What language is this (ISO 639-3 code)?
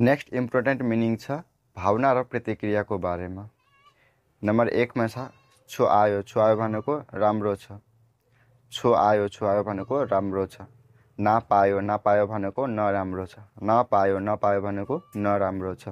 nep